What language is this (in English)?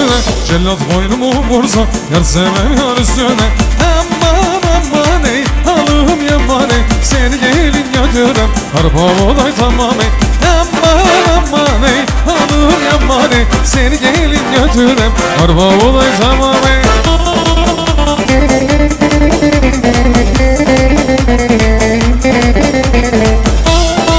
Turkish